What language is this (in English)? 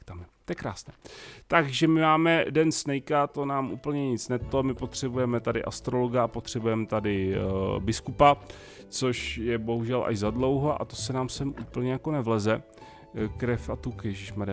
Czech